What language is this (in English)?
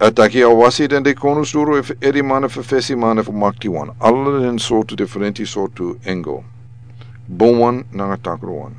Sranan Tongo